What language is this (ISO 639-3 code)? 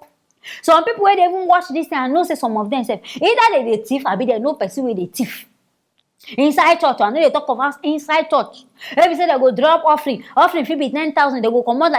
pcm